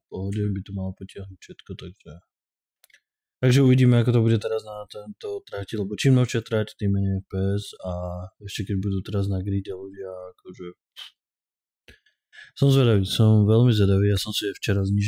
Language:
Slovak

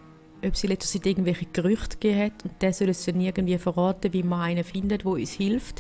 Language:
Swiss German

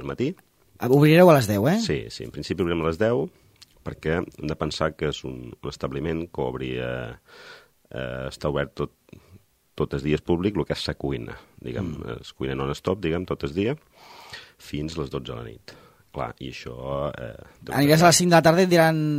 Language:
Catalan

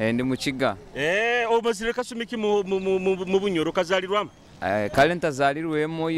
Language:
Nyoro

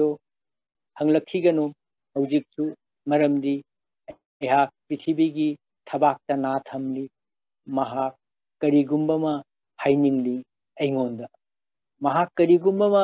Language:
Manipuri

